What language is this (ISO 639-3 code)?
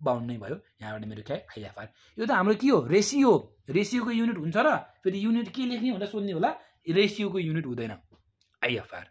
nep